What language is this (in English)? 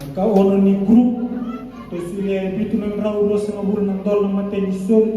Fijian